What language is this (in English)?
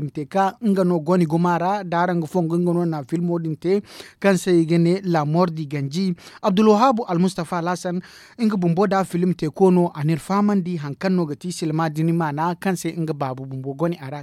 Zarma